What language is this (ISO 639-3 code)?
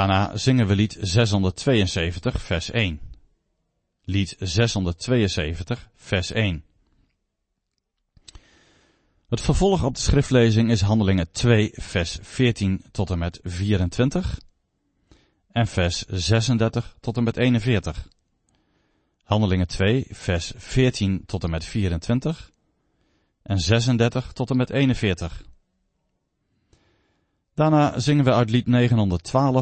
nld